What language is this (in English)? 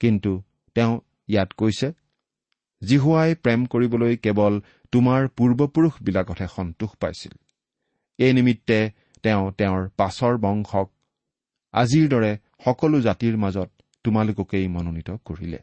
Assamese